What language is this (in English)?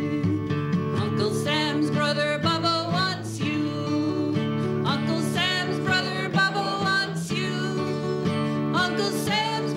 English